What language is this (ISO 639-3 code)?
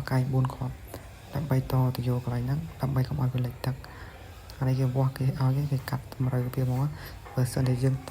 khm